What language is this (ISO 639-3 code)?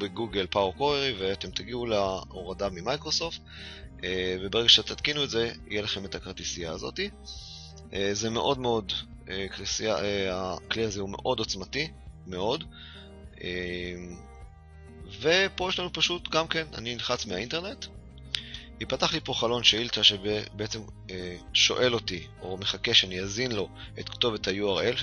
heb